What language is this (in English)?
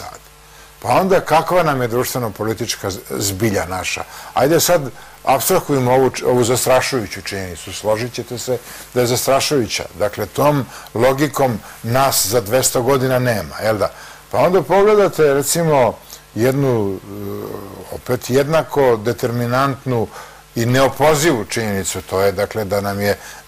Serbian